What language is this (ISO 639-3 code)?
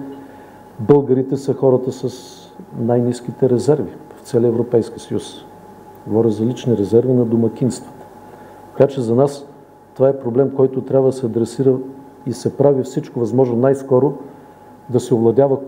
bul